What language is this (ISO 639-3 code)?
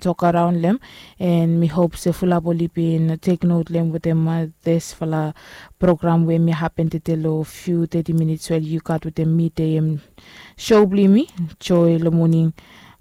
bis